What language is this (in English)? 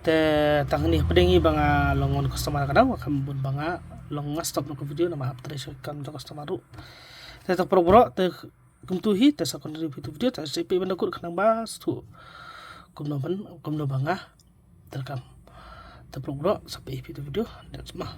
Khasi